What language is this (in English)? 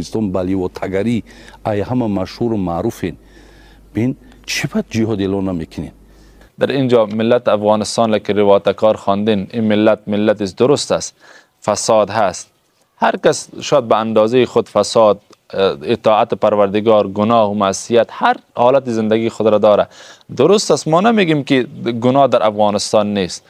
Persian